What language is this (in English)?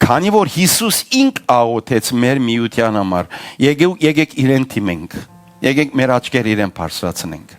Western Armenian